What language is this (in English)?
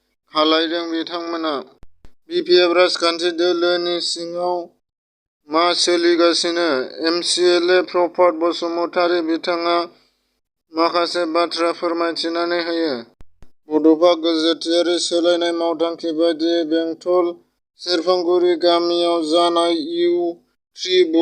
Bodo